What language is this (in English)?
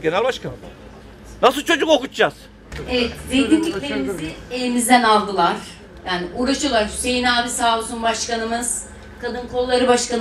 Turkish